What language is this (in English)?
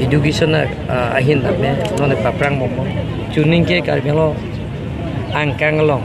Karbi